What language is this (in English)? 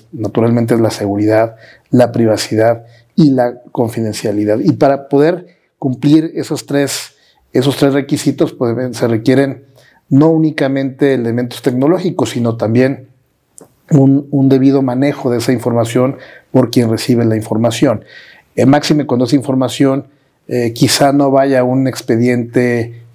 Spanish